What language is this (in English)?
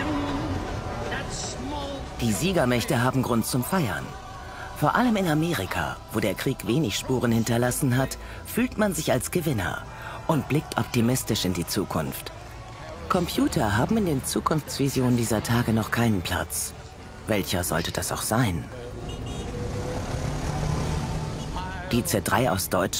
German